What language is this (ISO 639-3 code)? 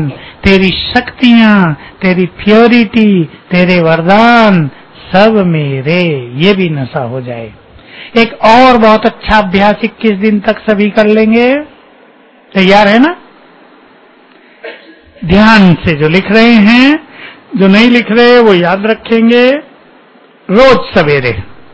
hin